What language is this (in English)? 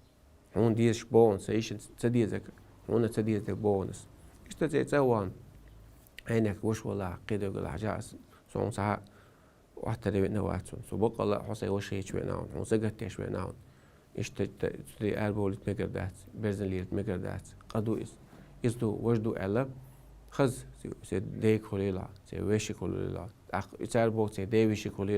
Chechen